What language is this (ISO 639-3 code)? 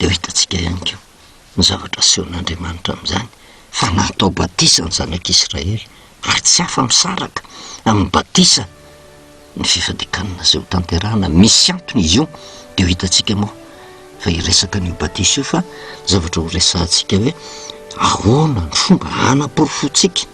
mlg